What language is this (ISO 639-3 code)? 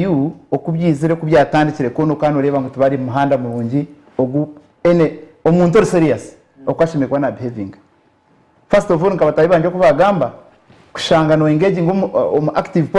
nyn